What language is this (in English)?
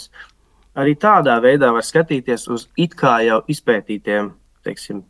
Latvian